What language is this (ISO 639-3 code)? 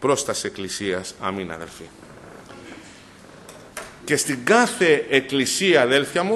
ell